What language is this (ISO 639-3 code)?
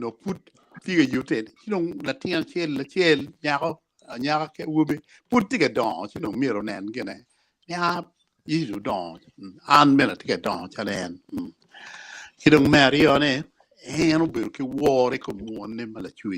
ach